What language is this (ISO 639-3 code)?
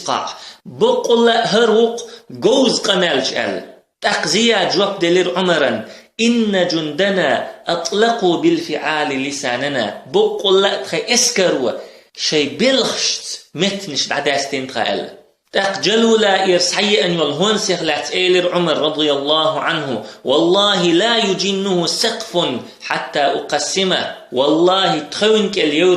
che